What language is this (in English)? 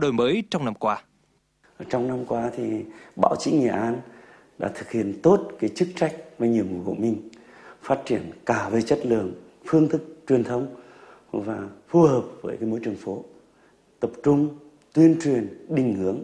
Vietnamese